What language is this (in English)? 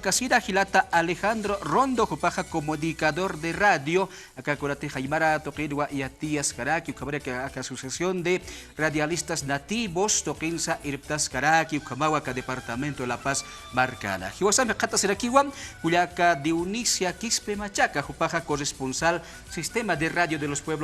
Aymara